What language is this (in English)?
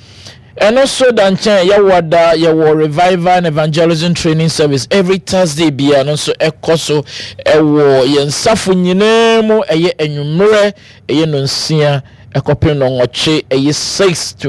Akan